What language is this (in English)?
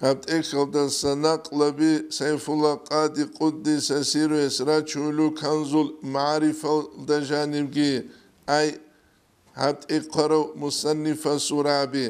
Avaric